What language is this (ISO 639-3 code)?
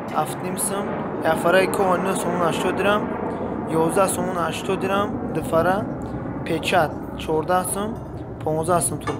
tgk